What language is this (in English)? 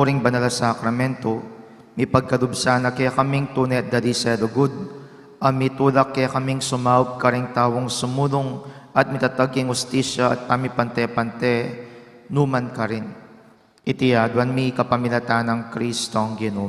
Pampanga